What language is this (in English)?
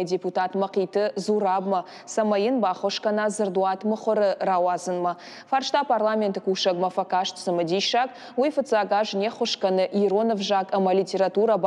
Ossetic